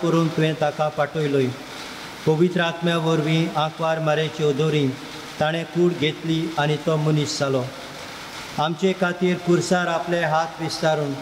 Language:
Konkani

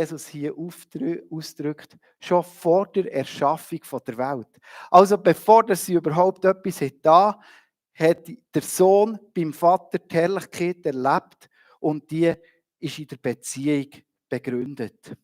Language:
Swiss German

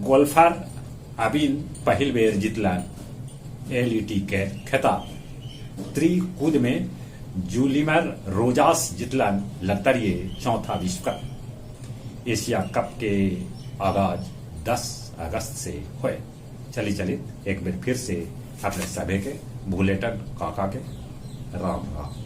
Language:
Magahi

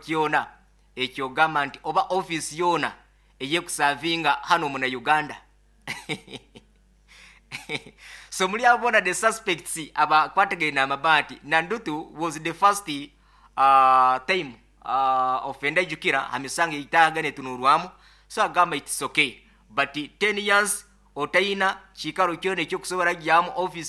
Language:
Nyoro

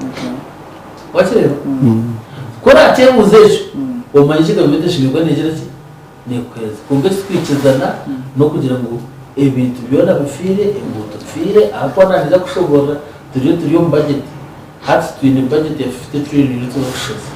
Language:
Nyankole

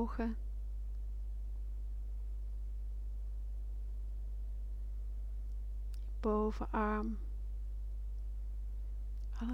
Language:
Dutch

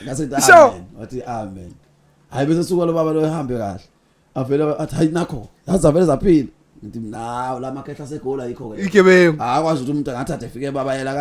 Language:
Zulu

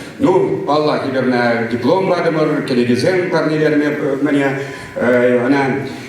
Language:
Chuvash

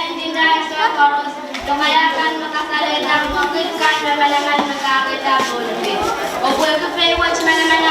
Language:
Pohnpeian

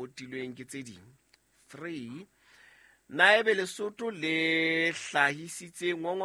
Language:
Southern Sotho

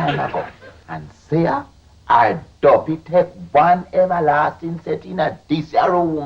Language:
Jamaican Creole English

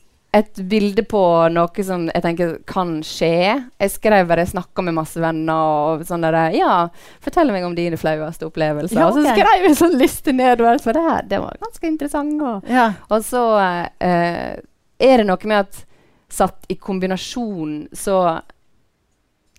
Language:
Norwegian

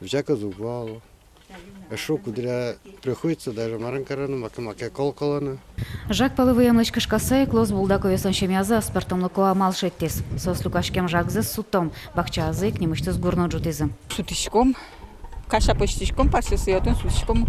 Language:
Udmurt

